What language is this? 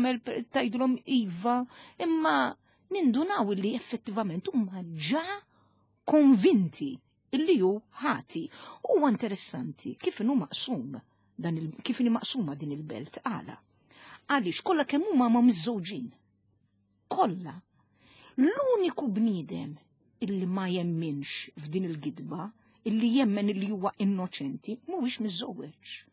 Maltese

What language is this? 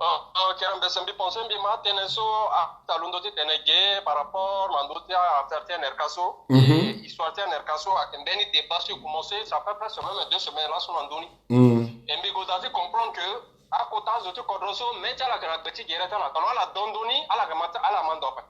Sango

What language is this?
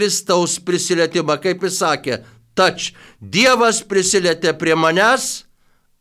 Lithuanian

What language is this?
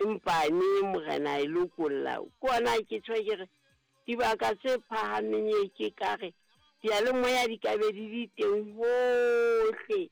Southern Sotho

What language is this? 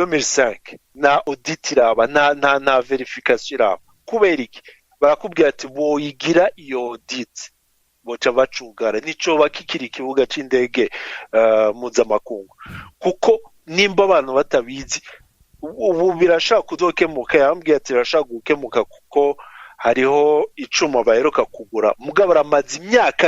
Rundi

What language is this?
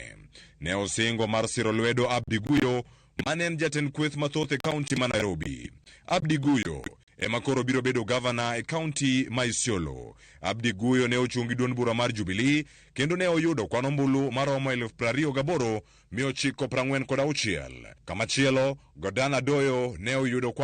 Luo (Kenya and Tanzania)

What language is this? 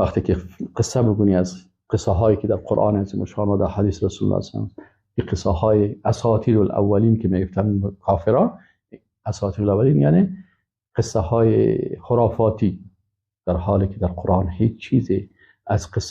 Persian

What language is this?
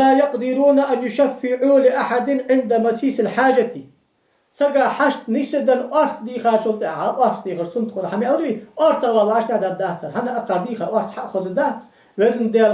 Ingush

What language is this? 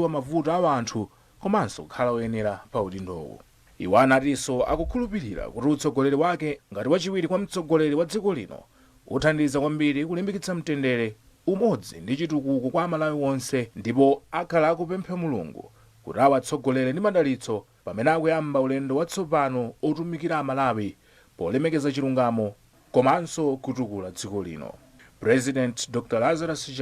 Nyanja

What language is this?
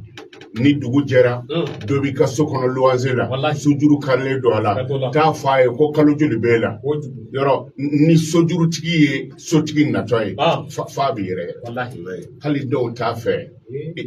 Bambara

